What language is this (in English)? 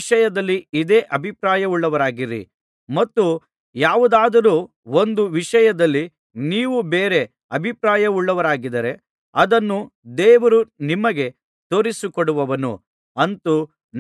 Kannada